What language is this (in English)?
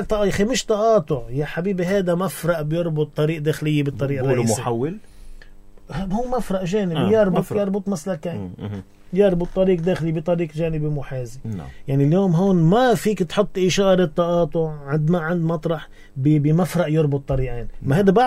North Levantine Arabic